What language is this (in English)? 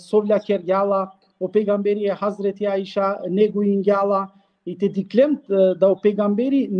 Balkan Romani